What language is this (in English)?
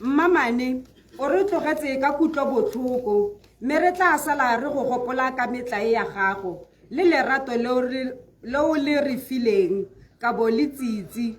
Tswana